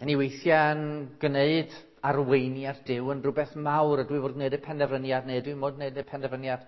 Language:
Welsh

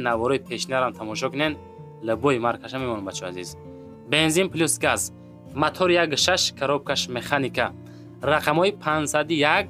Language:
Tajik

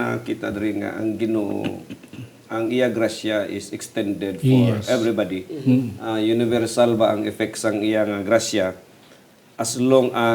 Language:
Hiligaynon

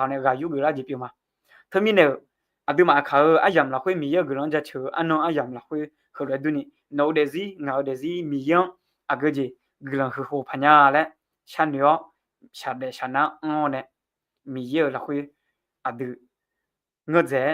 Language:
Akha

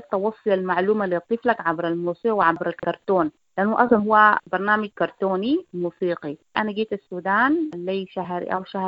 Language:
Sudanese Arabic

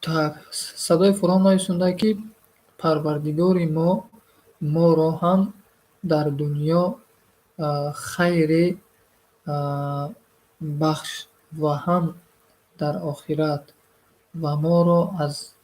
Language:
Tajik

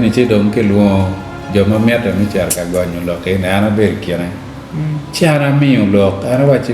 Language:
Acoli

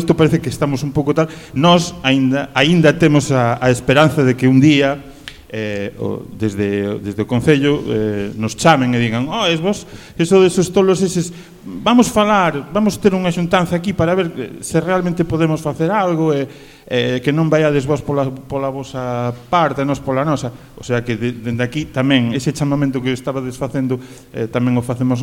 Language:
Galician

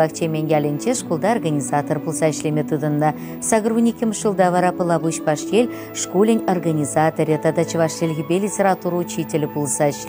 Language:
Chuvash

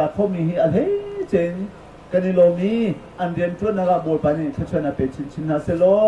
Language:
Hakha Chin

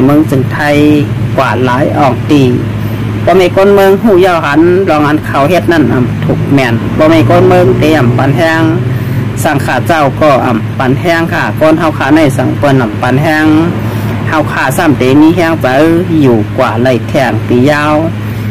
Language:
Shan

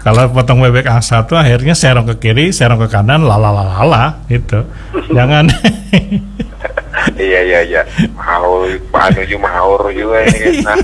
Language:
Banjar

